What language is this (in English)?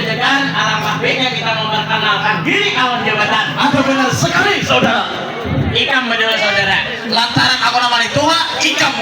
Banjar